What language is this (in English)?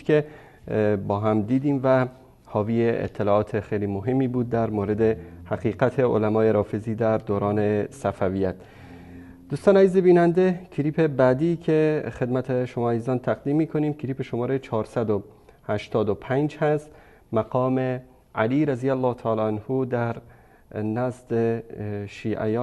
Persian